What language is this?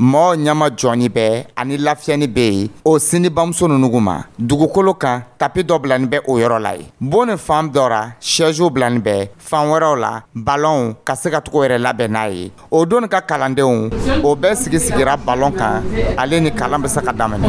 Dyula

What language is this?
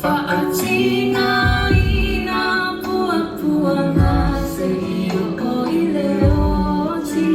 Samoan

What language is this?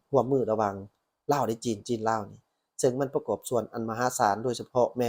Lao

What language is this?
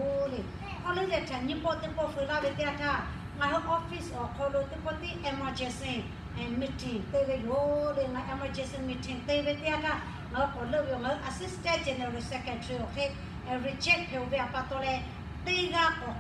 Lahu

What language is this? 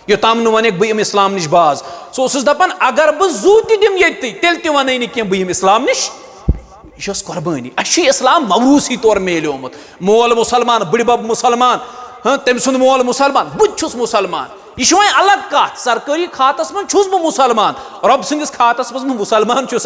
Kashmiri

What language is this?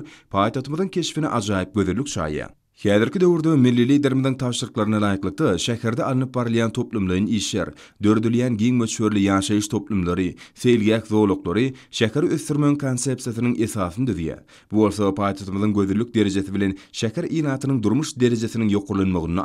Turkmen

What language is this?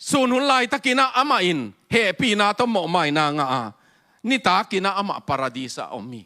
Tedim Chin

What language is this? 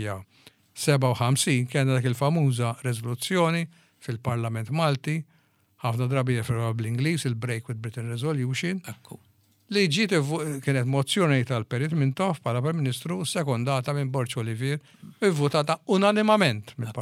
Maltese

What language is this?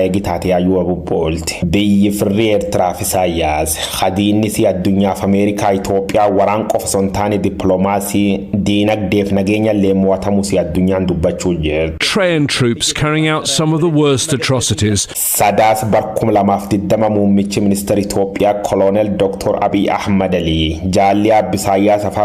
Oromo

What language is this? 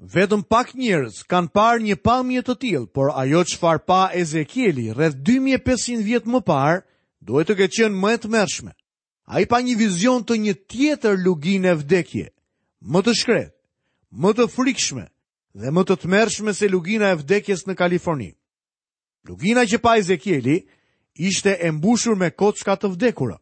Albanian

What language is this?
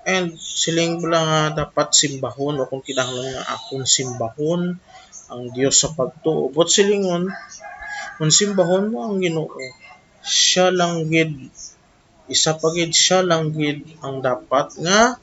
Hiligaynon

